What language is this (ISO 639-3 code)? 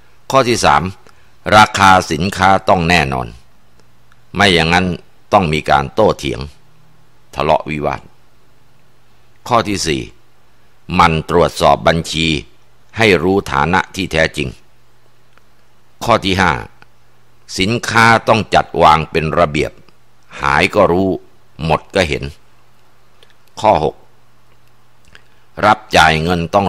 tha